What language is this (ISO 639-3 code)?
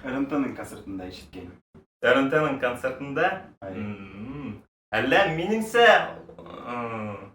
bak